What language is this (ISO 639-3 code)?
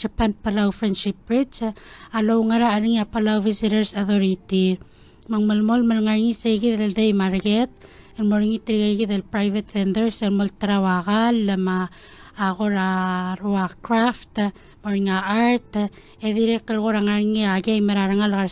pau